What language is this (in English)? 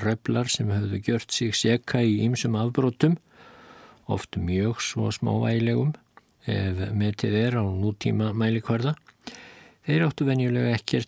Icelandic